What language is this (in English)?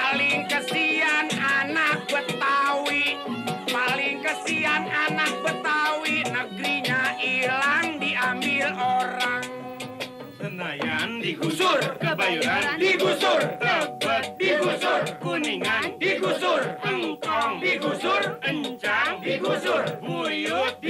Betawi